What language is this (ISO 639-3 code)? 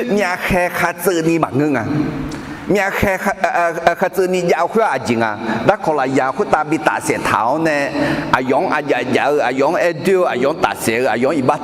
ahk